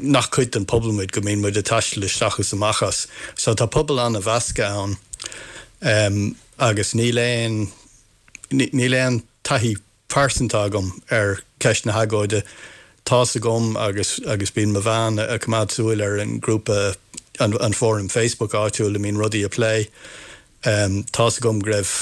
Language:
Irish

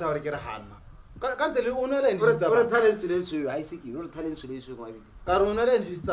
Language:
Tswana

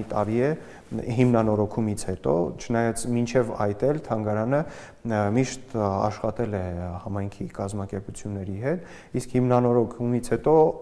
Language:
Armenian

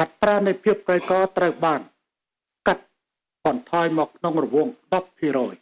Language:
Khmer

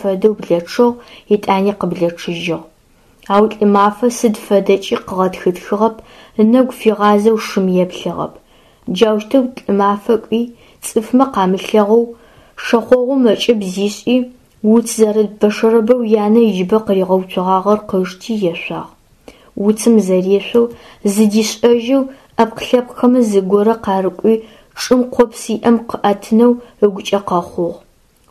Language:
Adyghe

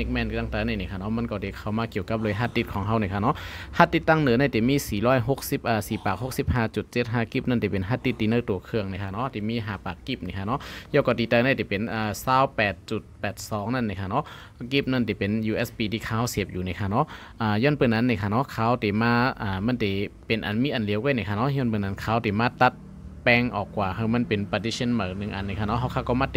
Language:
Shan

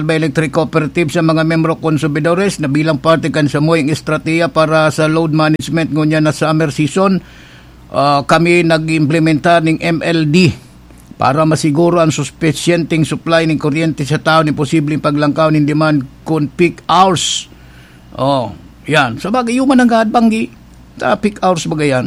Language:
Bikol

